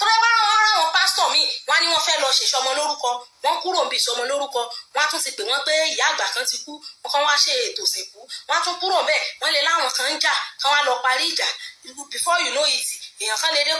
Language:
Yoruba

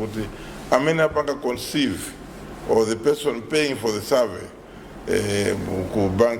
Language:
Nyanja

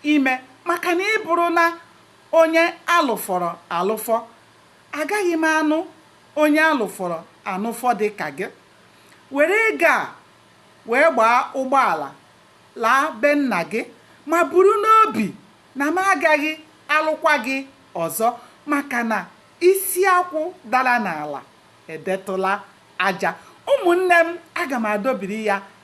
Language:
Igbo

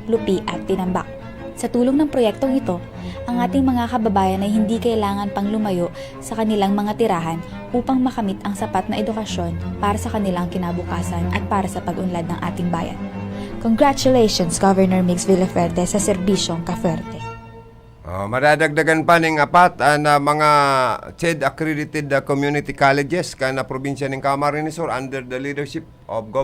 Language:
Bikol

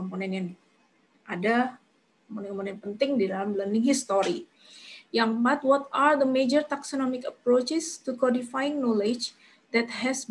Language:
Indonesian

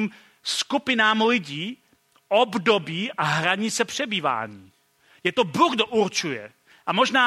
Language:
Czech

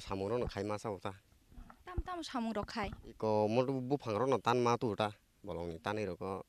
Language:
Kok Borok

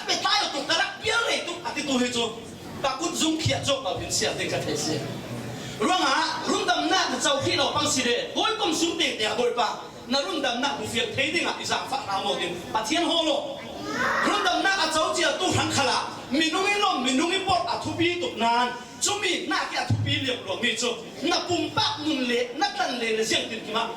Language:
Falam Chin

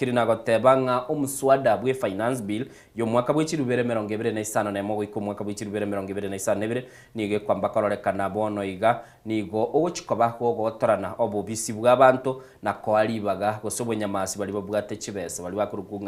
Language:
Gusii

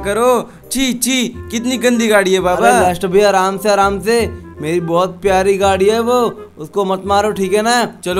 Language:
Hindi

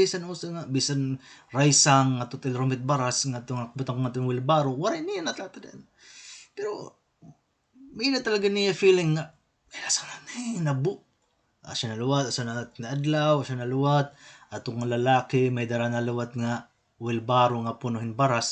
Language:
Waray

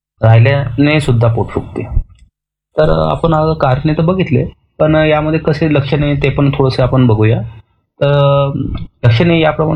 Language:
Marathi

